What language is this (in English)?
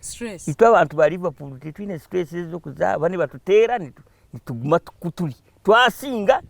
Nyankole